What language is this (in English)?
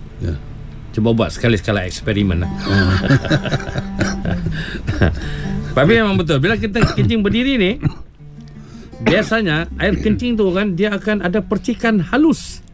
Malay